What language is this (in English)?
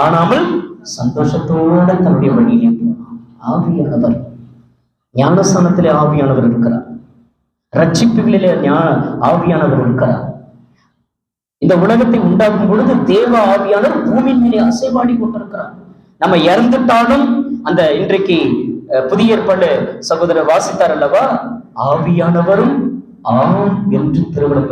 Tamil